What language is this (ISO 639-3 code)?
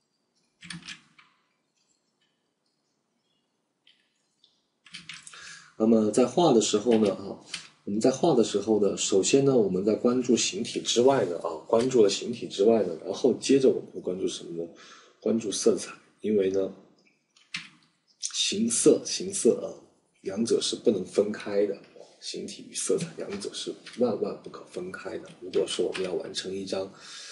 zho